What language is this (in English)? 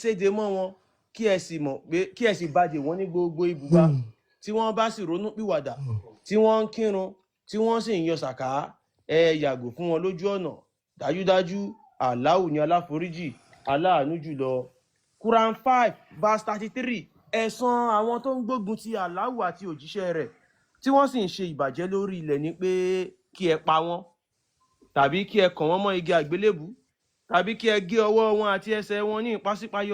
Yoruba